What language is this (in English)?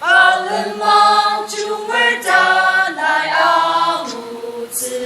Ao Naga